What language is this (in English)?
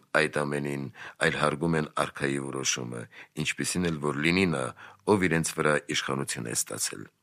Armenian